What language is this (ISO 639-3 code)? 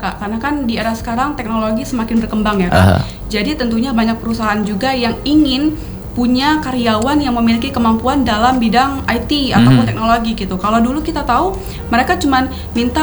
ind